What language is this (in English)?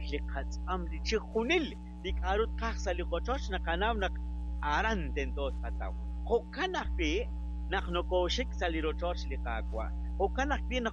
Kekchí